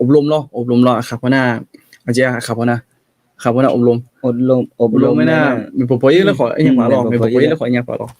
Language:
Akha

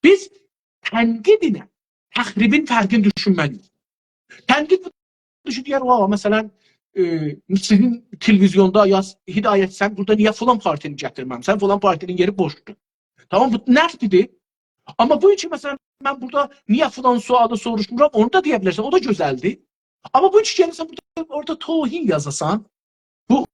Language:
South Azerbaijani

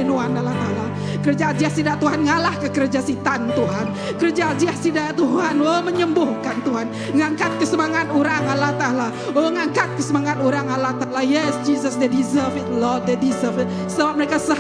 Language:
Iban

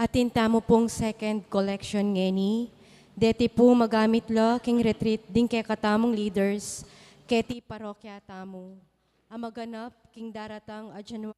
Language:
Pampanga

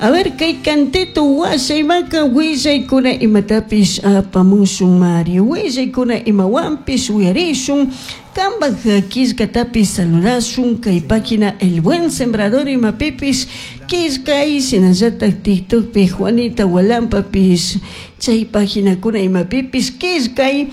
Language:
Chimborazo Highland Quichua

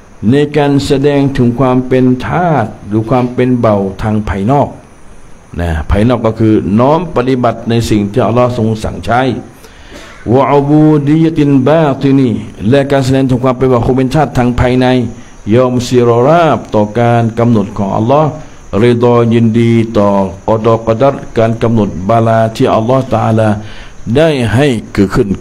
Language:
Thai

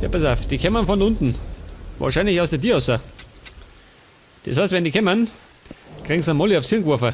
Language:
Bavarian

